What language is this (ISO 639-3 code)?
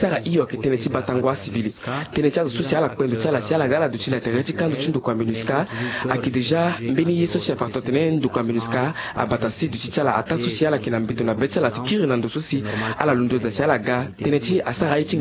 sag